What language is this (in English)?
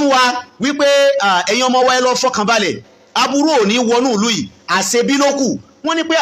Yoruba